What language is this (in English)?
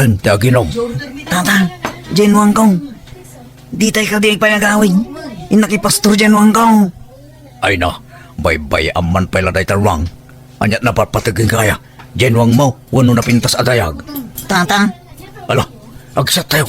Iloko